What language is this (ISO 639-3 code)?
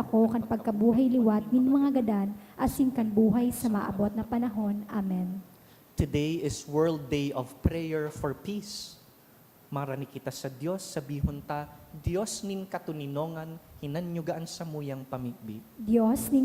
bik